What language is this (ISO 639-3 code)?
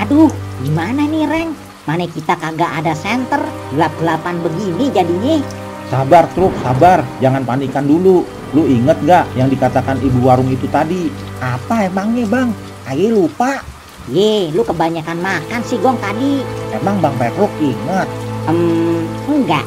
bew